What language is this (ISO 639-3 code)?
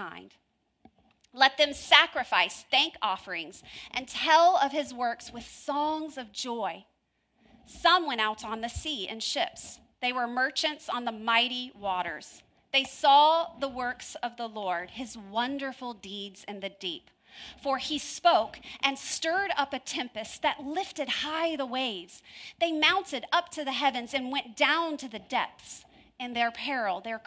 eng